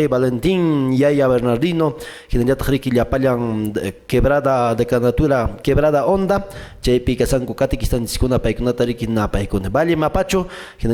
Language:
Quechua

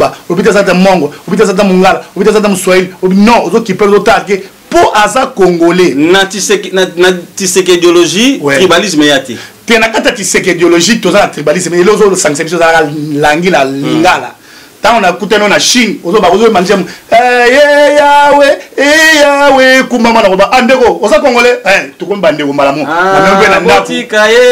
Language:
Lingala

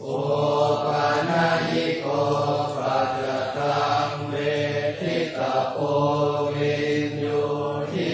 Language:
Pali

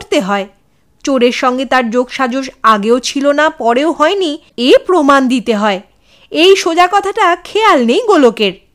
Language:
Bangla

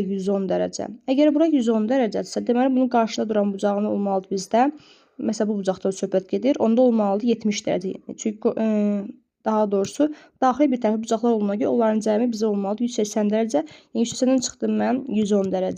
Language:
Azerbaijani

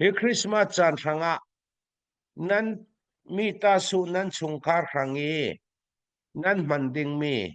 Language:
Falam Chin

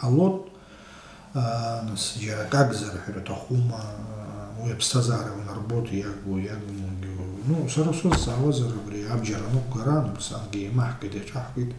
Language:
Abkhazian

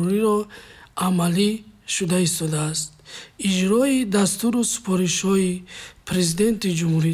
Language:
Tajik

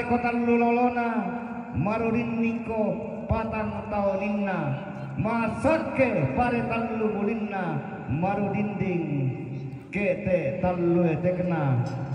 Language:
Toraja-Sa'dan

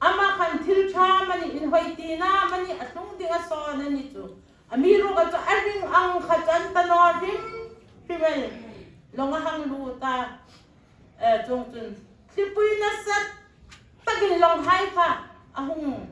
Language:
Hmar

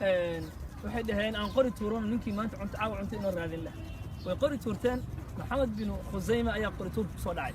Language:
Somali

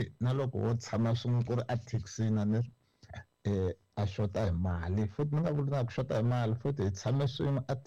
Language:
Tsonga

